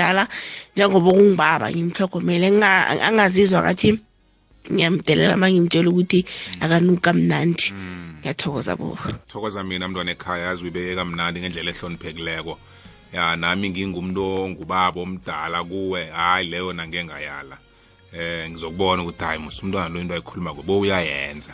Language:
South Ndebele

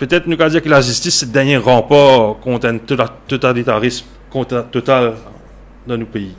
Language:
Morisyen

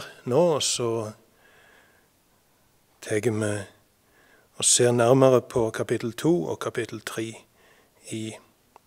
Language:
Norwegian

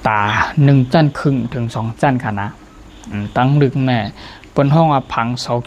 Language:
Shan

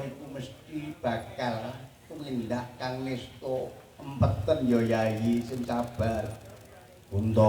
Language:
Javanese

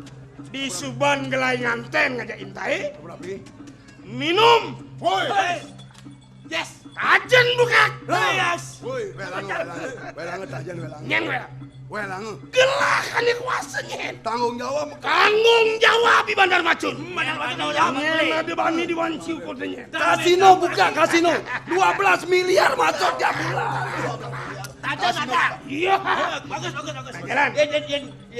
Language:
Balinese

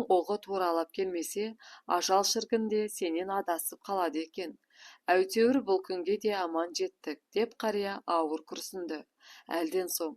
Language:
Kazakh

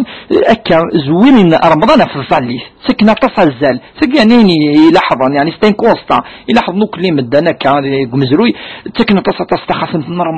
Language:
Kabyle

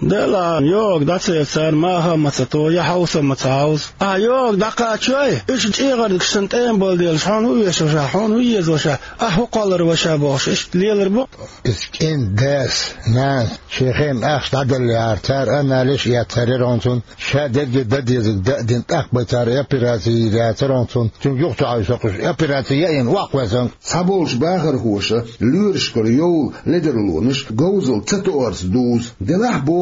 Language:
Chechen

